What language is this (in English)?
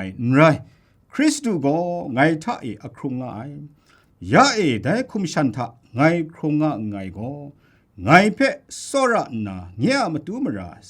Kachin